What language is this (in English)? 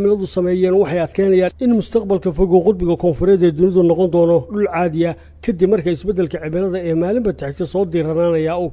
Somali